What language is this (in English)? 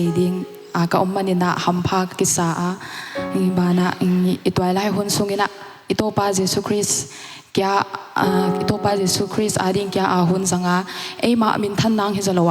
Paite Chin